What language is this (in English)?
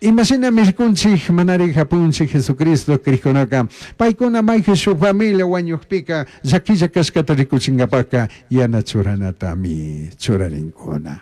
Chimborazo Highland Quichua